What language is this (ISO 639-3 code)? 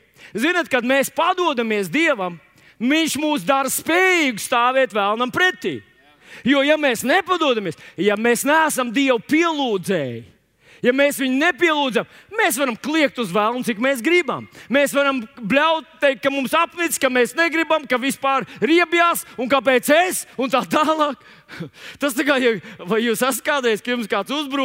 lav